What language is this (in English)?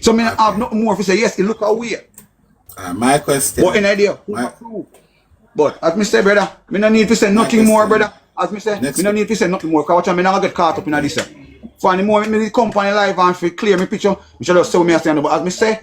Jamaican Creole English